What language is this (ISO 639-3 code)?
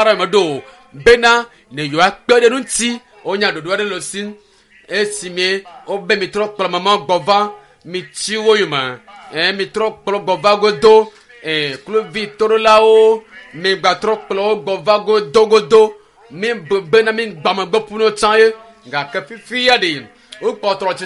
ewe